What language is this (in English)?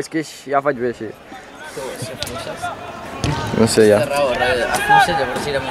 Catalan